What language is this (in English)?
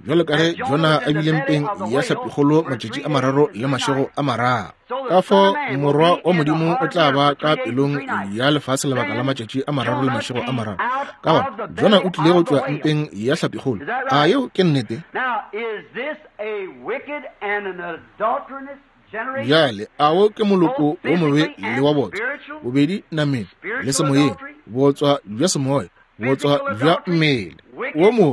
Northern Sotho